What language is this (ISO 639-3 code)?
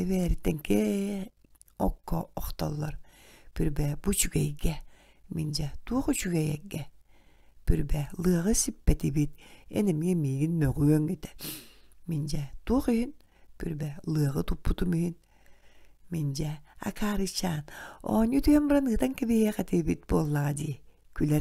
sah